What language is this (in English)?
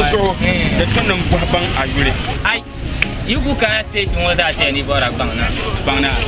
Dagbani